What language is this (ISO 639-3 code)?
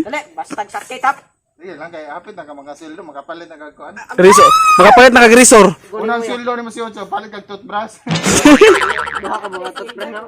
ceb